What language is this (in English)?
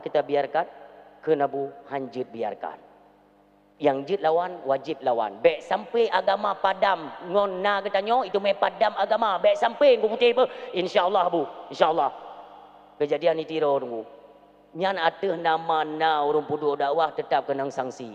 Achinese